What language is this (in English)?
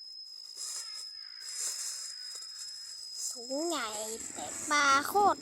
Lao